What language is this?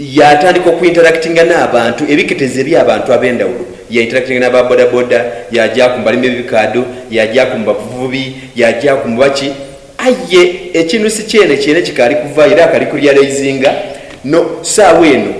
Soga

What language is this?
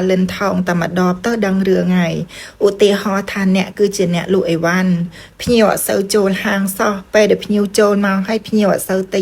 Khmer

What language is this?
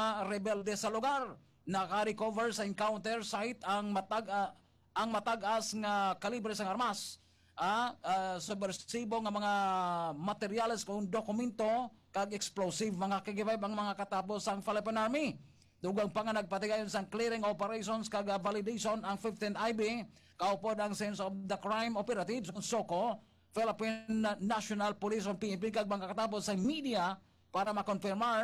Hiligaynon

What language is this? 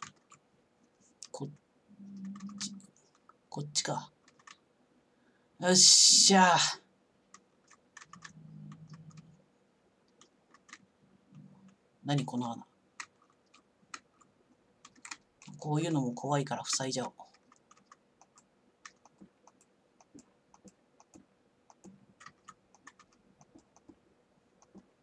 Japanese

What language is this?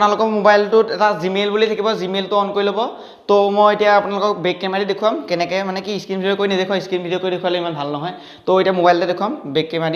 Assamese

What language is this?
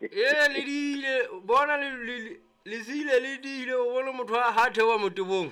Southern Sotho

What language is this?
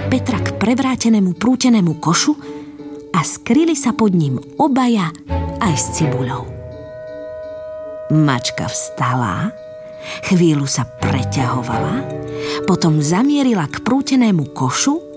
Slovak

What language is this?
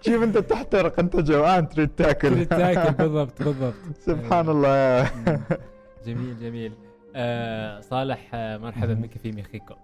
Gulf Arabic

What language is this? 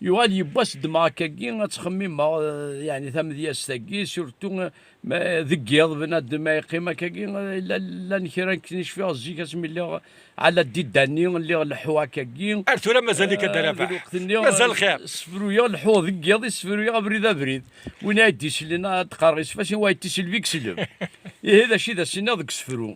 Kabyle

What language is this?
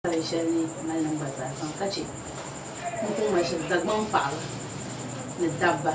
Dagbani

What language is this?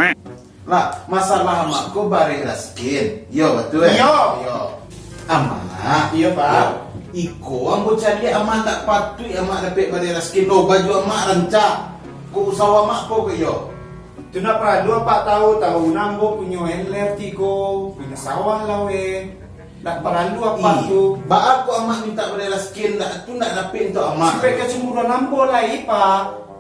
Minangkabau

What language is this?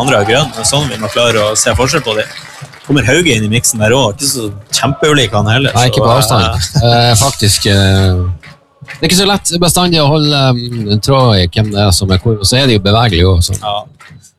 Norwegian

